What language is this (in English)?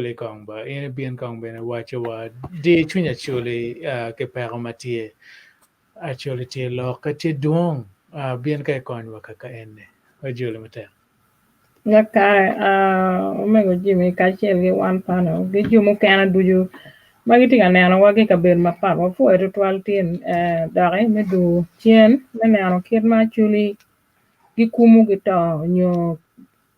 Acoli